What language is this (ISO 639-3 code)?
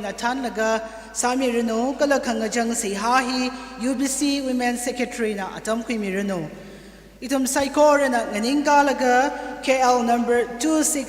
nmf